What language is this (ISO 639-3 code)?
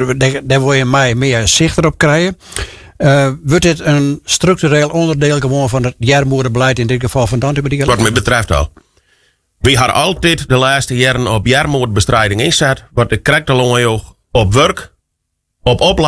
fry